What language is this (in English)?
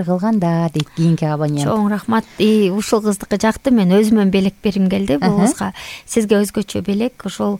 Kyrgyz